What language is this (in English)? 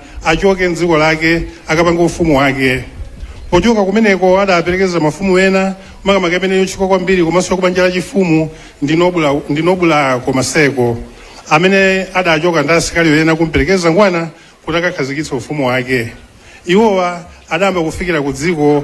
Nyanja